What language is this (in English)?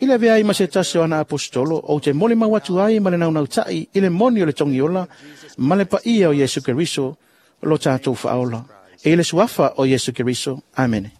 Samoan